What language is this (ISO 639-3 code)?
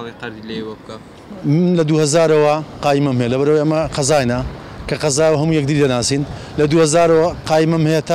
ckb